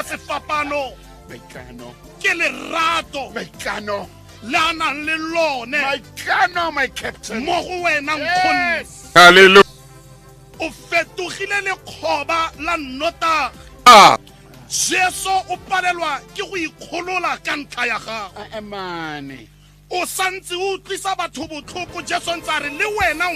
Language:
Tswana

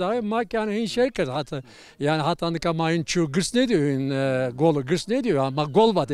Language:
Zaza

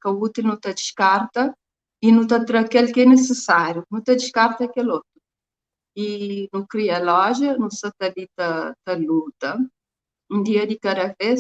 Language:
Kabuverdianu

